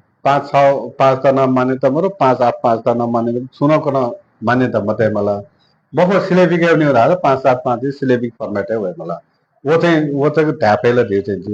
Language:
Newari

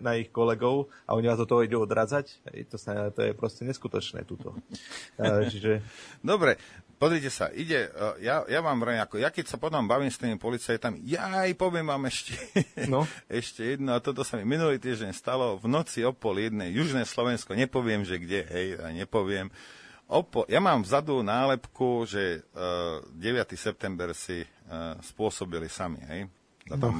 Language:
Slovak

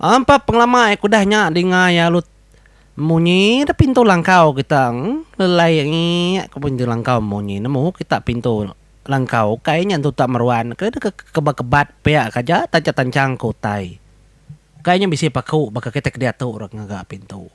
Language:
Iban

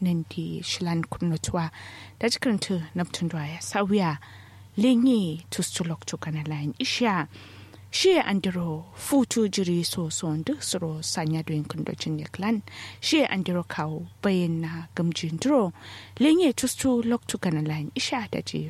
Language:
Kanuri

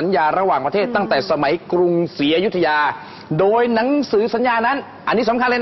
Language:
Thai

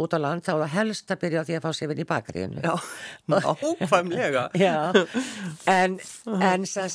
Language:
Icelandic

